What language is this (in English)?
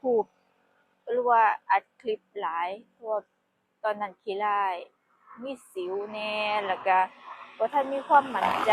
Lao